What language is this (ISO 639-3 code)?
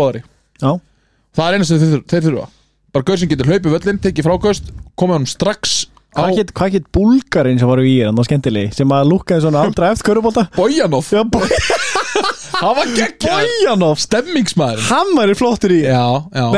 isl